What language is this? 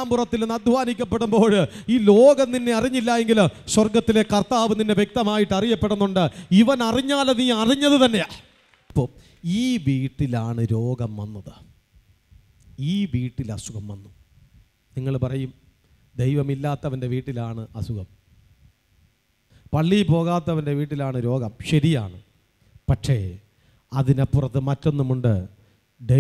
Malayalam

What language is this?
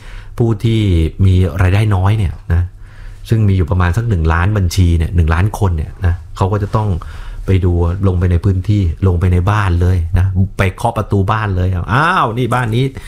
Thai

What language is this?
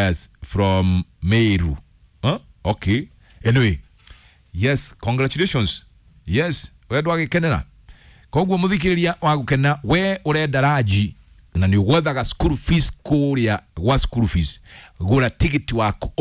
Kikuyu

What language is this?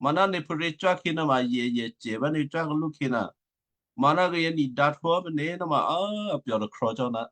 Western Kayah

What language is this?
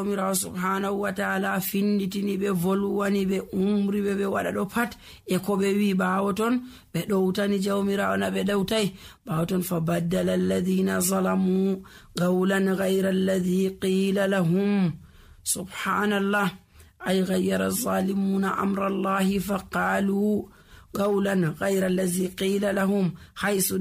Nigerian Fulfulde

